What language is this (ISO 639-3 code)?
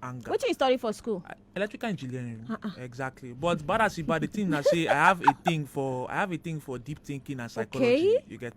pcm